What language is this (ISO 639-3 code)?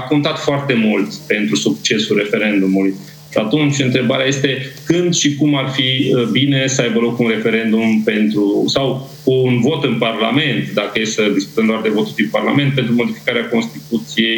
ron